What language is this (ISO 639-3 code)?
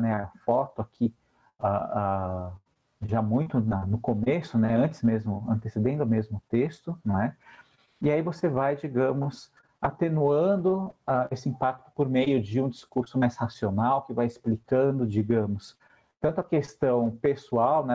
por